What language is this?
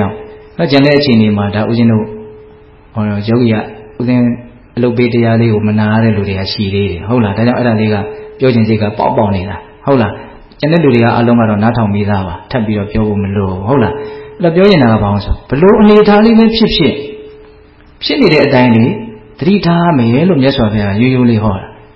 Burmese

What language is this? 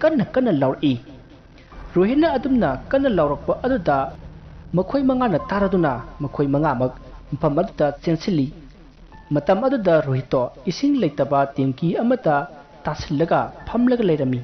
Manipuri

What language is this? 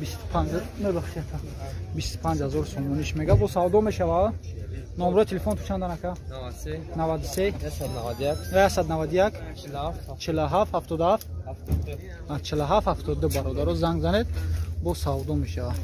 Tajik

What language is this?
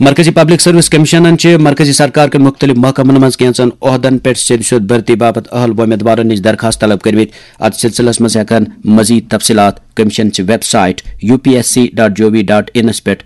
Kashmiri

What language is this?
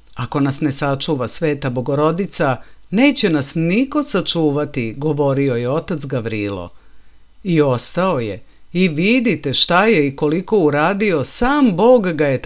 Serbian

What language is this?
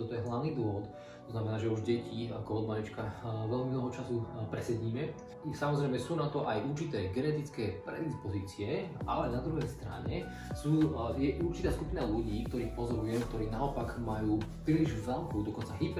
Slovak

